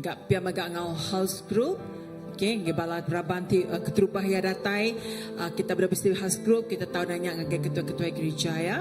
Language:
Iban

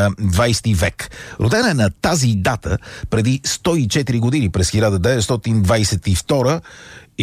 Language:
Bulgarian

